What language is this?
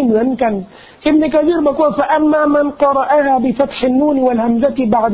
Thai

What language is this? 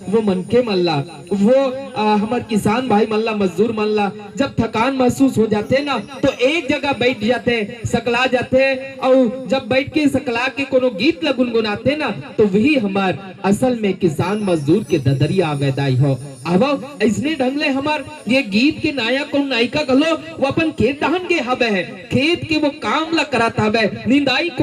Chhattisgarhi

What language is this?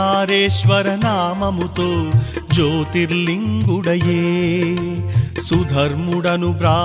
Telugu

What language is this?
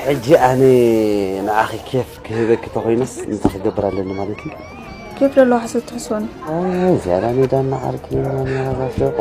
Tigrinya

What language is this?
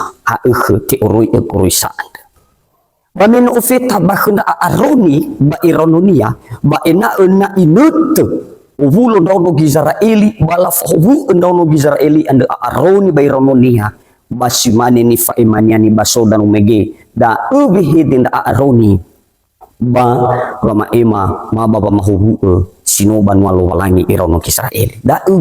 Nias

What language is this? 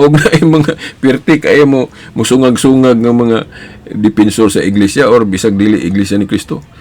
Cebuano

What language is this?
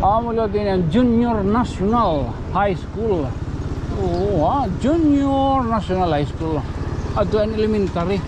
Waray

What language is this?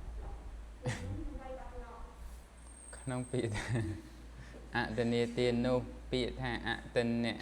Khmer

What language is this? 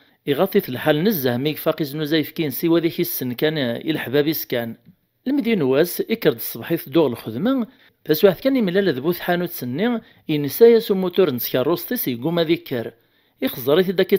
Kabyle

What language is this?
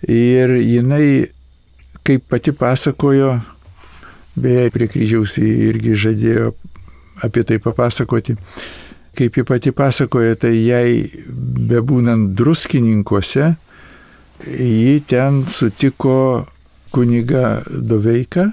Lithuanian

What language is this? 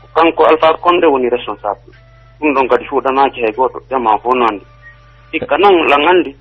Pular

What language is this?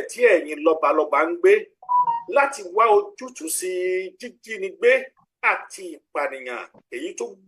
Yoruba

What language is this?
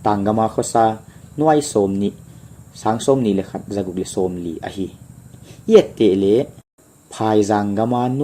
Paite Chin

